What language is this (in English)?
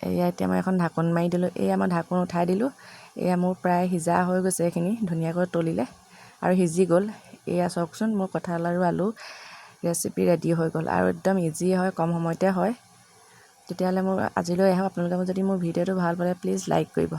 Assamese